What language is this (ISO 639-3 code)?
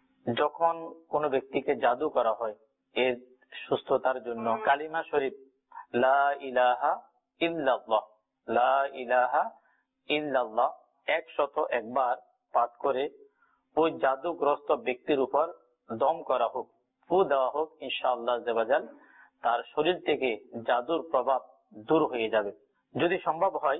ben